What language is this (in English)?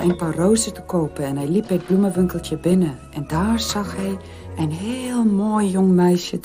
Dutch